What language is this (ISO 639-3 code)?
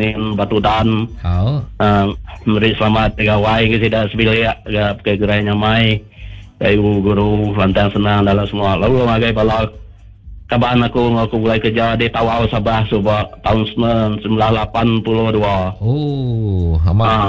iba